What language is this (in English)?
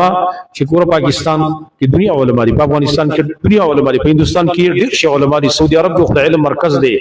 Pashto